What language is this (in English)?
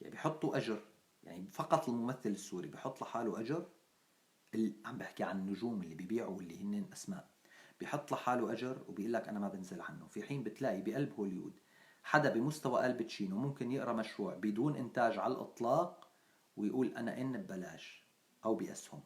North Levantine Arabic